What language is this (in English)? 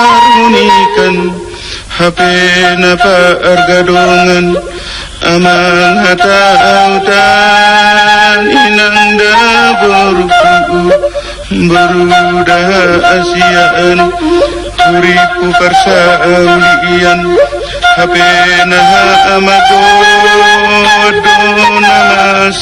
Batak Toba